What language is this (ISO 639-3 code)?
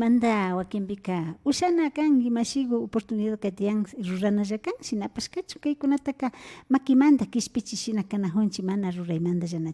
qvi